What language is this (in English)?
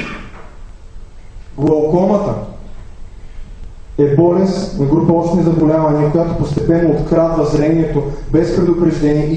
Bulgarian